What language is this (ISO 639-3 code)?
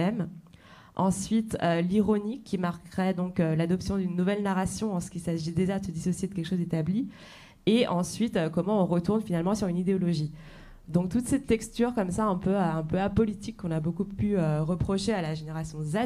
fra